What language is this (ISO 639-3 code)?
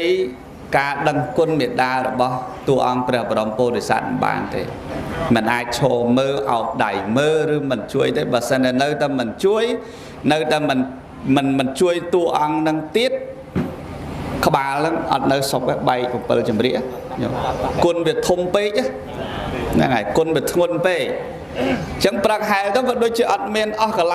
khm